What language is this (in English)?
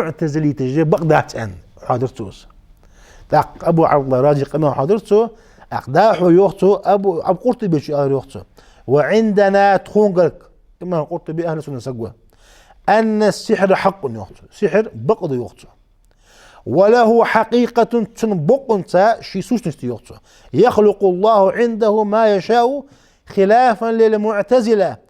Ingush